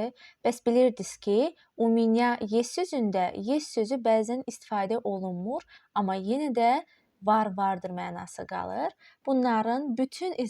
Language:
Azerbaijani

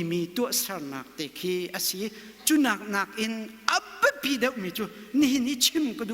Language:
Hakha Chin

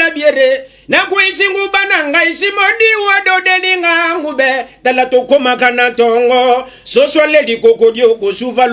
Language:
Lingala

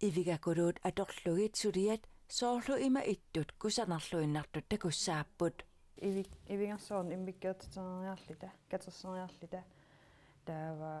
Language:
Kalaallisut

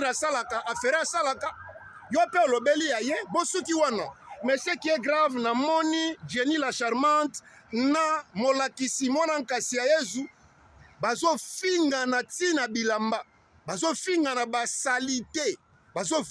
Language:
Lingala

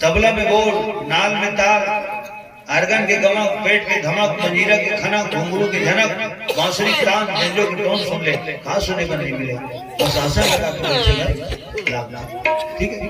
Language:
Chhattisgarhi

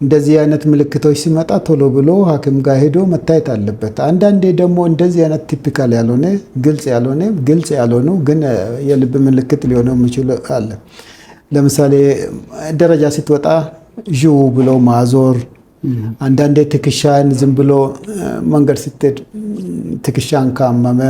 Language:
Amharic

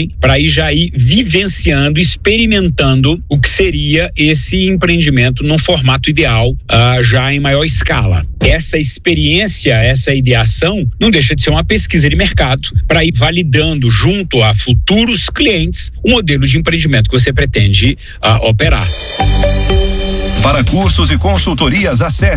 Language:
Portuguese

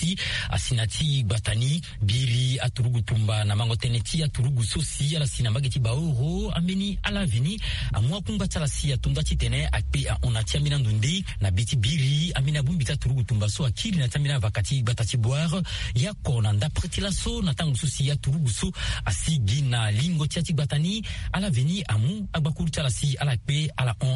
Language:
Sango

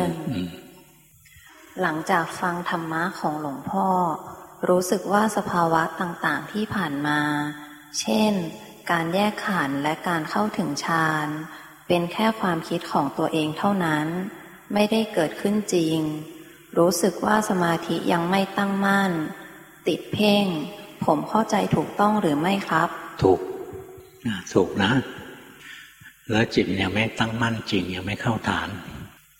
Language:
Thai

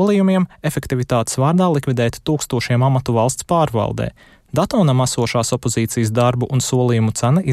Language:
Latvian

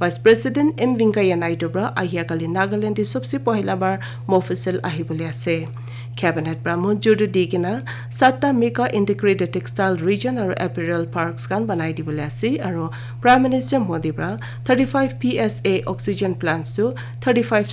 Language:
Naga Pidgin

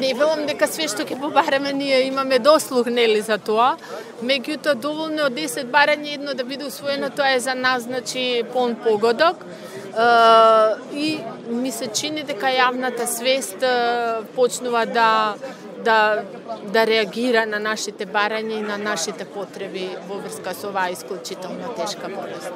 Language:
Macedonian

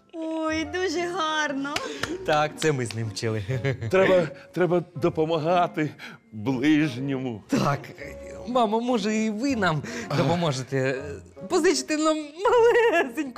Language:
Ukrainian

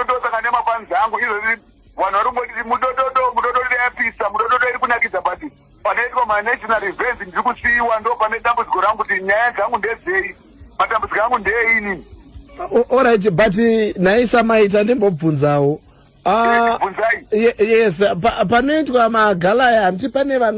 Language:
Shona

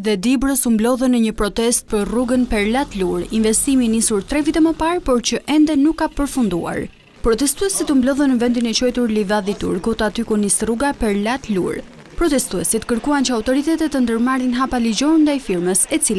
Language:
Albanian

